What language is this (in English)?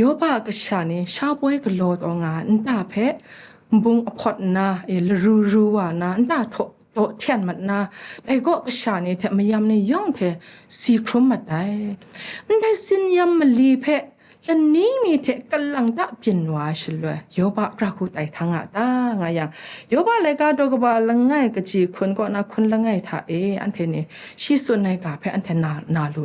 Kachin